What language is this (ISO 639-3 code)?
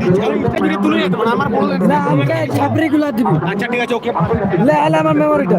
sat